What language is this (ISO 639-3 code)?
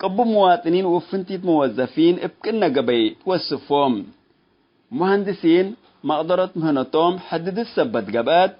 tig